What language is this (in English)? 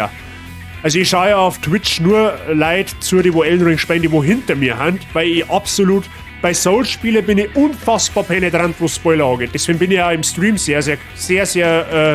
Bavarian